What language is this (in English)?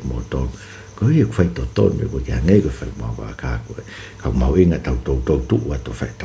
Tongan